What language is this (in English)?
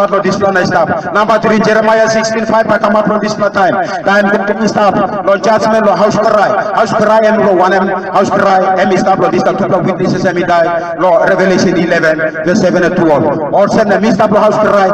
Tok Pisin